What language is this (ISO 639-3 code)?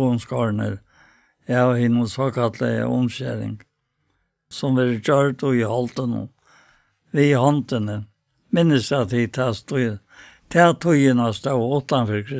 fao